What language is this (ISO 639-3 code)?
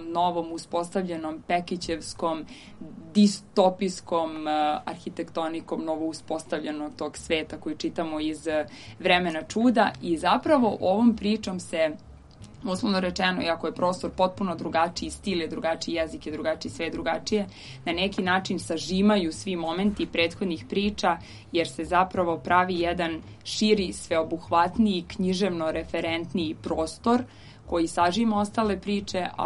srp